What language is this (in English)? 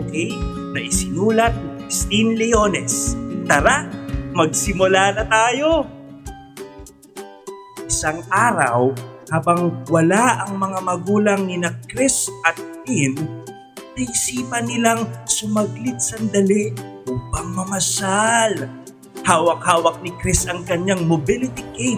Filipino